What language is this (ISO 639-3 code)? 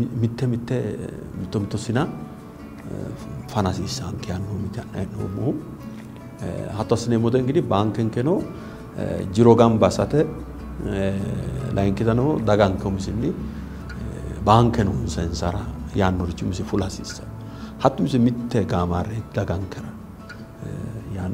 sid